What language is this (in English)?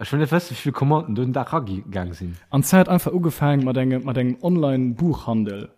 Luxembourgish